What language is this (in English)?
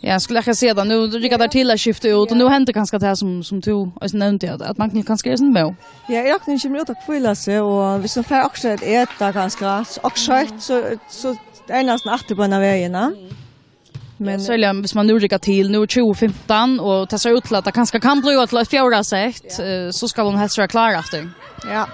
Faroese